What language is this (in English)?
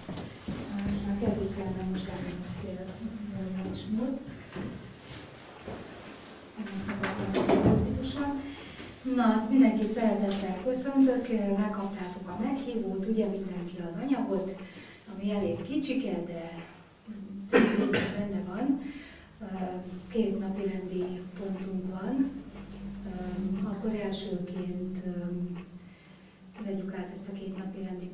Hungarian